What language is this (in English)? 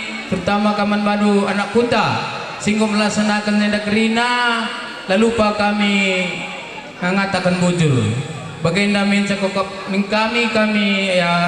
Batak Karo